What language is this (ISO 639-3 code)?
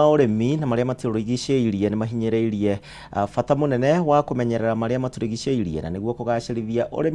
kik